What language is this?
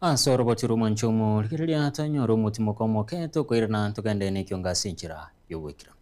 Gusii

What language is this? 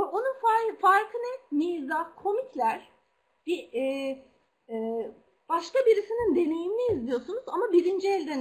Turkish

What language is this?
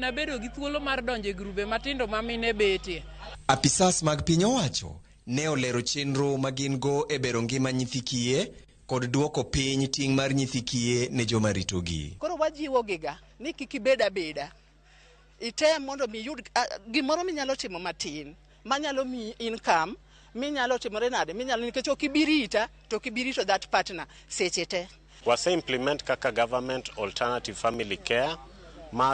Luo (Kenya and Tanzania)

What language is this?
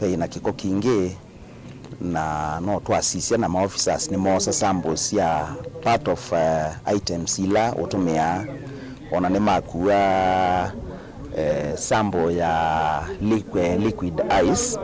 Kamba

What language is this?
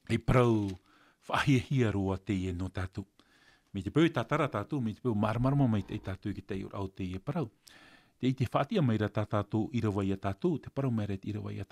Tahitian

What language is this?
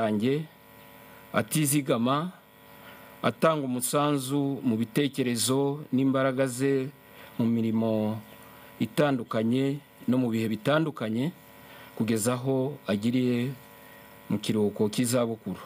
Kinyarwanda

